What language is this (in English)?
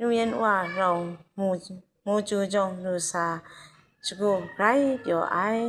Kachin